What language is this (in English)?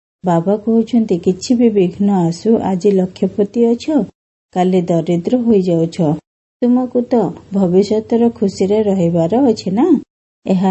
Odia